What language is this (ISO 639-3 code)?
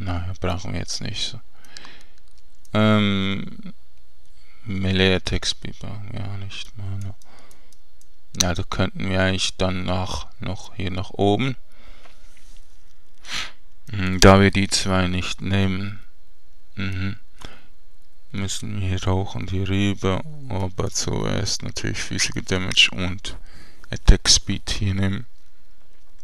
deu